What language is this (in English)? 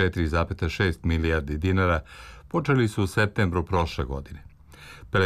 Serbian